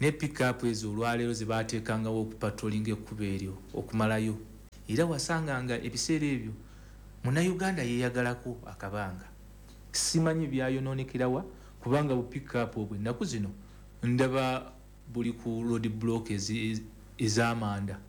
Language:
Ganda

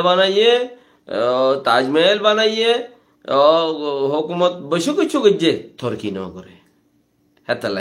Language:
Rohingya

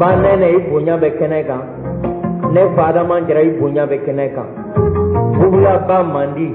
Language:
Bambara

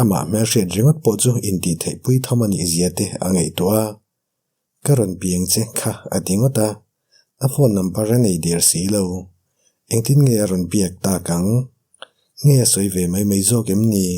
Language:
Mizo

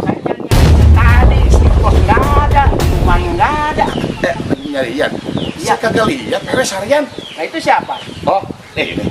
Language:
Betawi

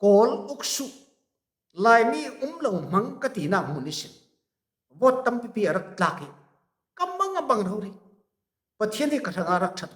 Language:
Falam Chin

